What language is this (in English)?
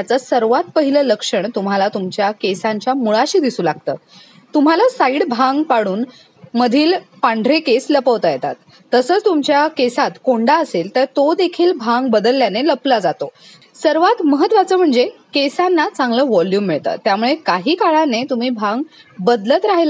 Marathi